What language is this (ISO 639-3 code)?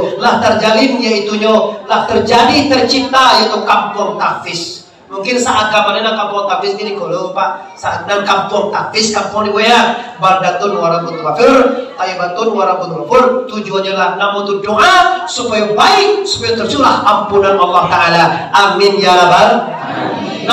min